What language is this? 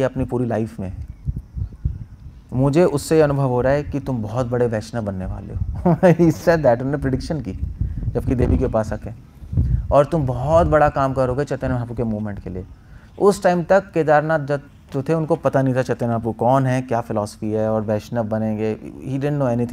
Hindi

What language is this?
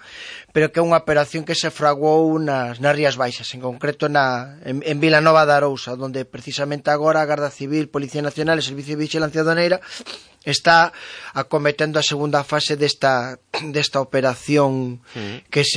Galician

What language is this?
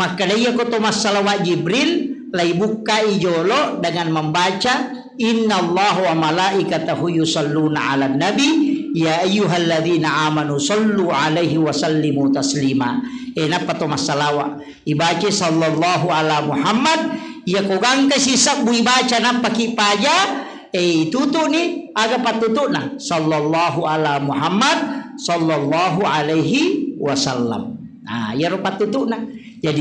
Buginese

